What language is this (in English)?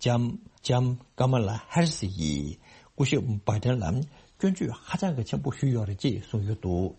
Tibetan